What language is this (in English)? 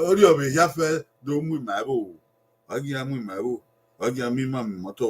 Bini